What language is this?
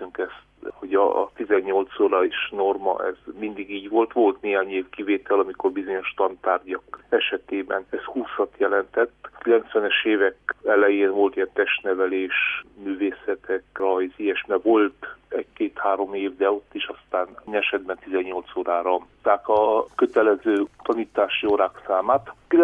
Hungarian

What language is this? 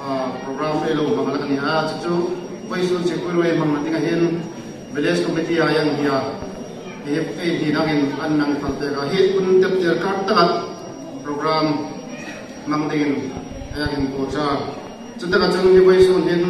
Hmar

